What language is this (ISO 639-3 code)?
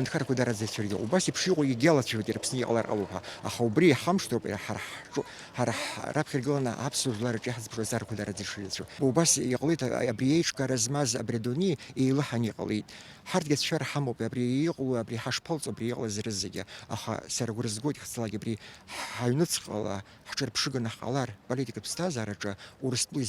abk